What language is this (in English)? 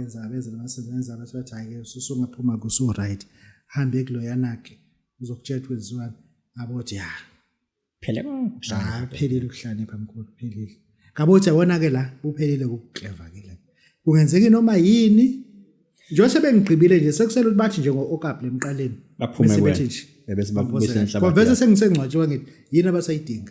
Zulu